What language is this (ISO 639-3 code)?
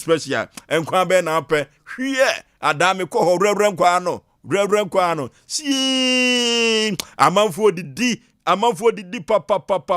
aka